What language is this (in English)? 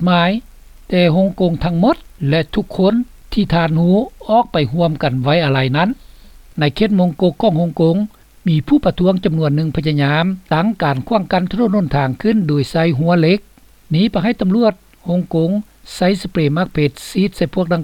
Lao